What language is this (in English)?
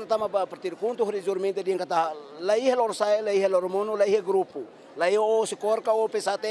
Tetum